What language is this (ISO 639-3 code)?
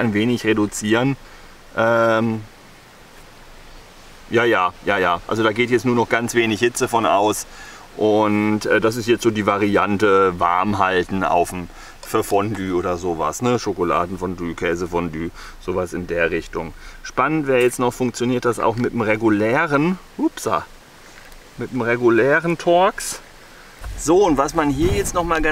deu